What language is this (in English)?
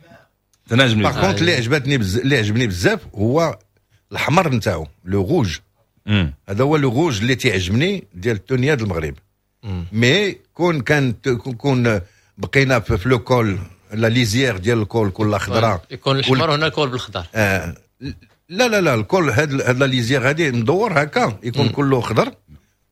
Moroccan Arabic